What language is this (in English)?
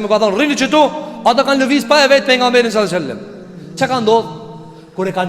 Albanian